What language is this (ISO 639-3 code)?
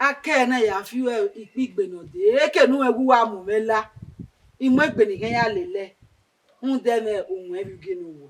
bin